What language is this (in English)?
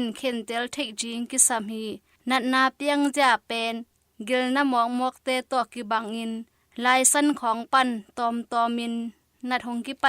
Tedim Chin